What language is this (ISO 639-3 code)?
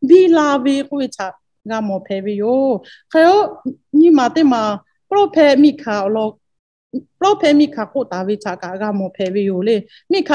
lhu